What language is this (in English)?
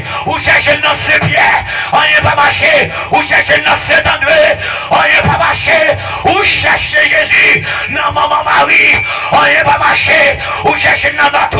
Haitian Creole